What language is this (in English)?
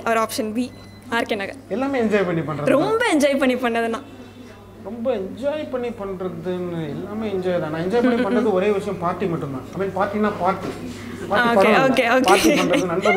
Tamil